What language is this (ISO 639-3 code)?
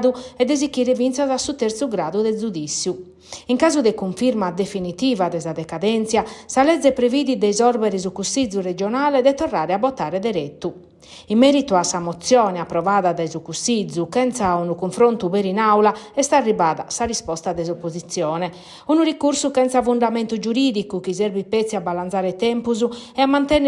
srd